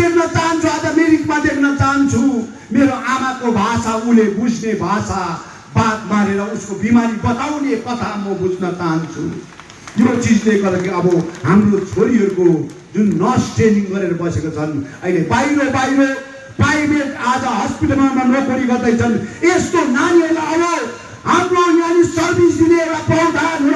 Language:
Nepali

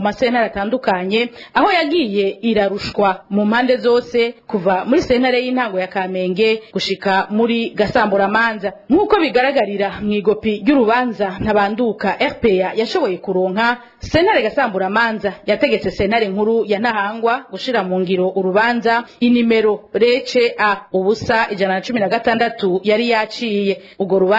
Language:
Rundi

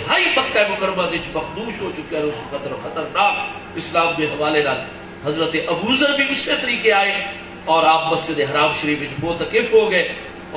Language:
Saraiki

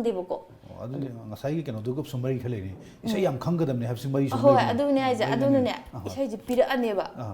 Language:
Manipuri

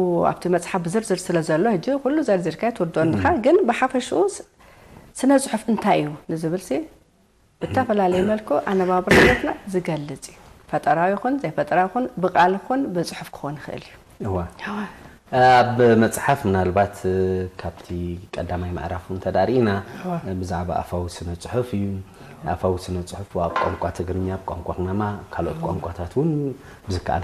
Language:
Tigrinya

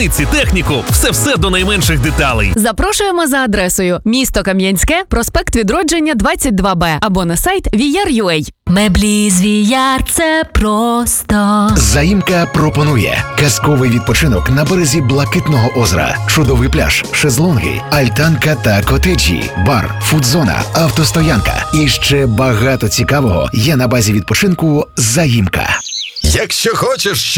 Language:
Ukrainian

